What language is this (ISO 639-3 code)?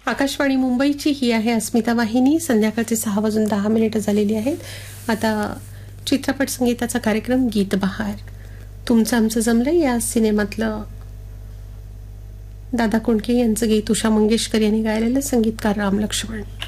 mar